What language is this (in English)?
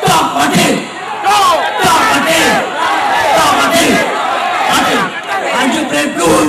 Achinese